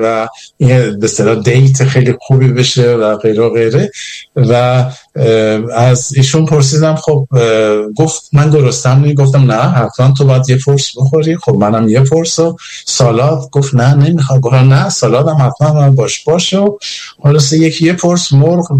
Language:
Persian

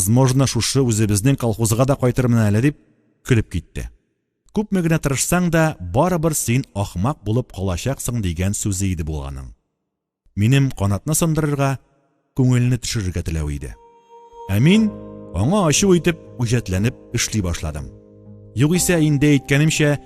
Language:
Tatar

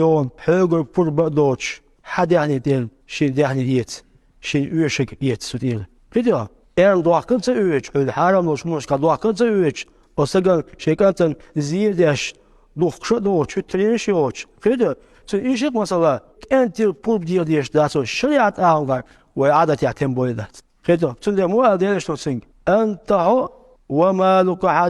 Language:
Chechen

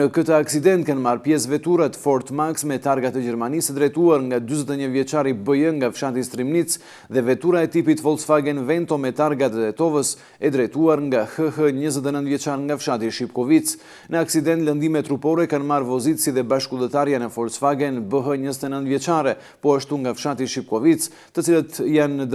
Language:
Albanian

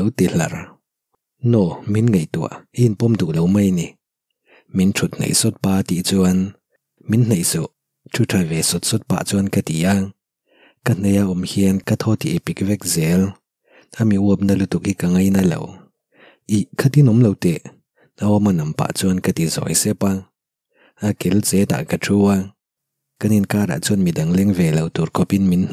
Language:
Mizo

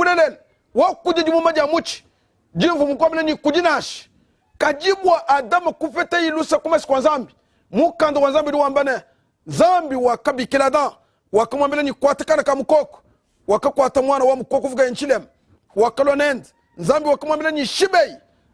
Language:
Luba-Lulua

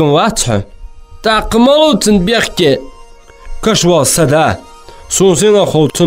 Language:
Ingush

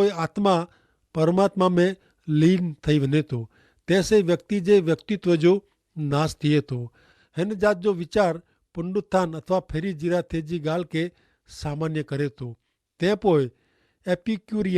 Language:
Kachhi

